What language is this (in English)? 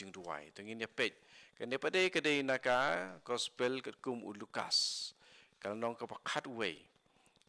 Khasi